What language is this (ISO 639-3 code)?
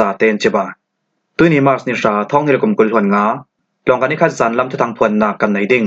cfm